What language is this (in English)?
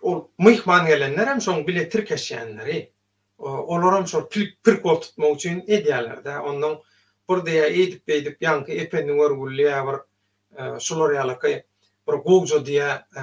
Turkmen